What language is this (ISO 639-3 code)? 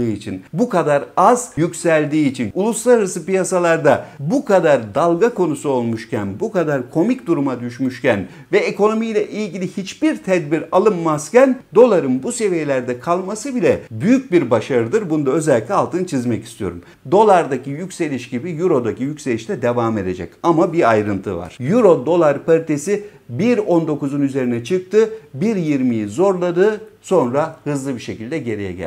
tur